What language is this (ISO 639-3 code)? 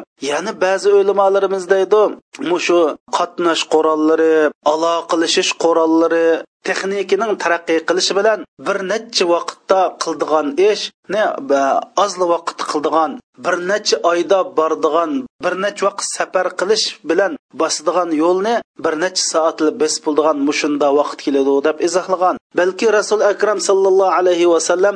uig